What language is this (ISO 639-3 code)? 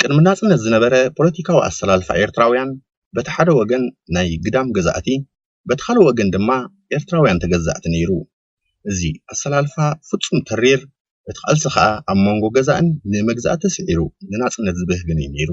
tir